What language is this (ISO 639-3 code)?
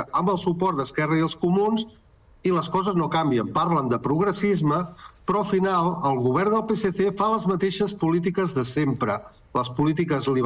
cat